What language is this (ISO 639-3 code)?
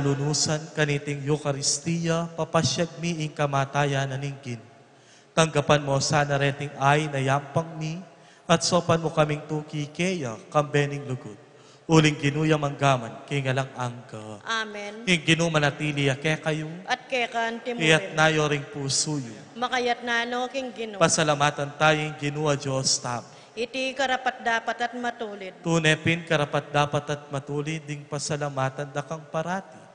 pam